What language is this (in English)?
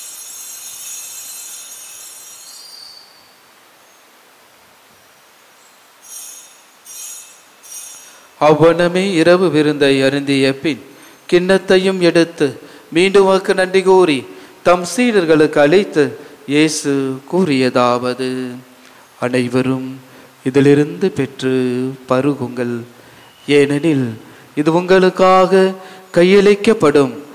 Tamil